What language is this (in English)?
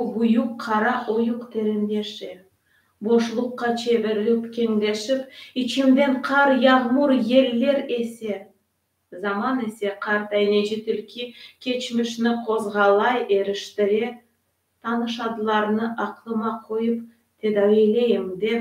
Crimean Tatar